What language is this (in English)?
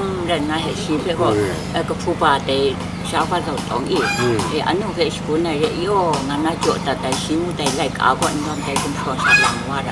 Kachin